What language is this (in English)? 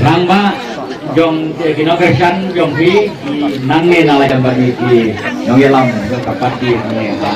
Khasi